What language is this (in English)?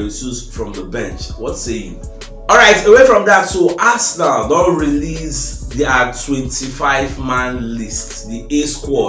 Nigerian Pidgin